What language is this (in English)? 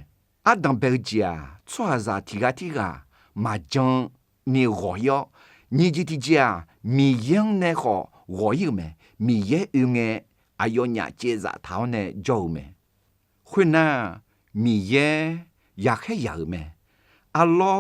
Akha